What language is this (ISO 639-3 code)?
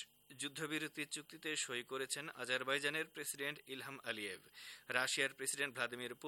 ben